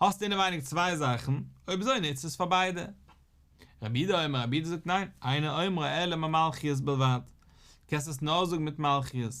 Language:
Yiddish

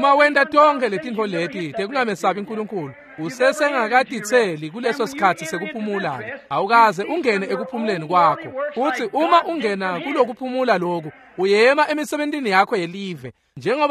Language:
Swati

